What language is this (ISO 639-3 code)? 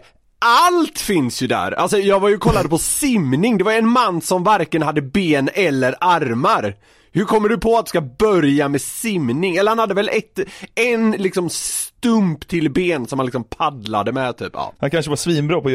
swe